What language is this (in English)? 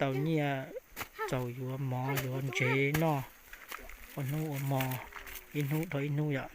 Hmong